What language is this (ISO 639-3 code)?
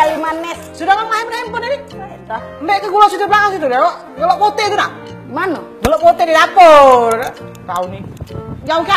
mui